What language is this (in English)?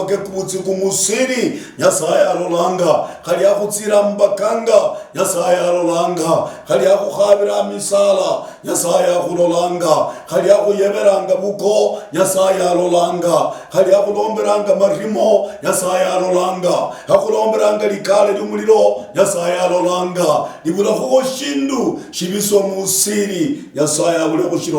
Luyia